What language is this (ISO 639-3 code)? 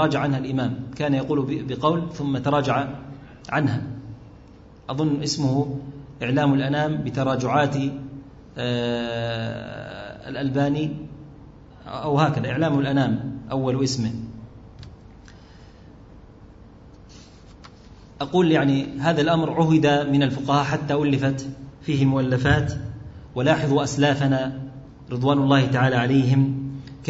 ara